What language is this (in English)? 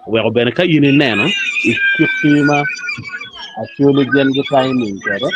Acoli